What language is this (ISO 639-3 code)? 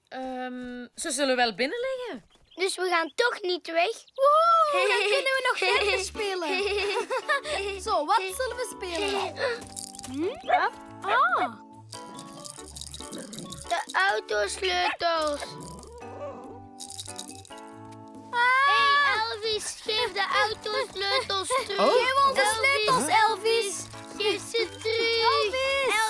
nld